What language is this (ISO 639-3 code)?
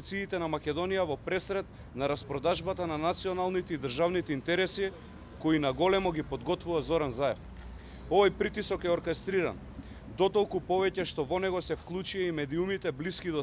mkd